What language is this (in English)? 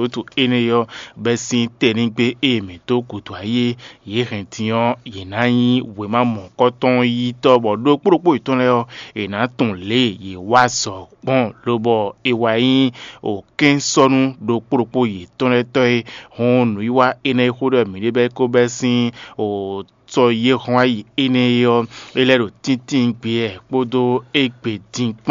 Fon